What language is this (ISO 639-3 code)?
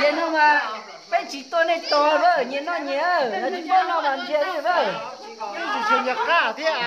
hmn